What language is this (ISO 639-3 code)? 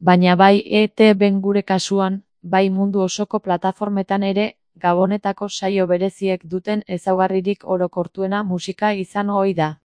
eus